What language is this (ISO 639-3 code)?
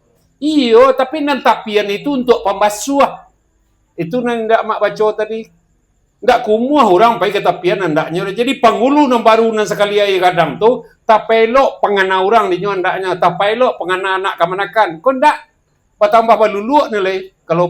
min